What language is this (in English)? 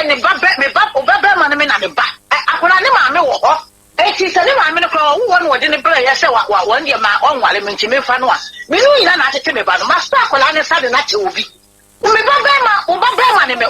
Akan